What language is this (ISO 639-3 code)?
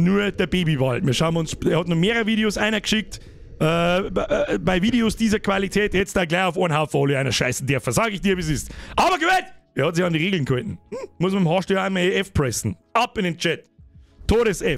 bar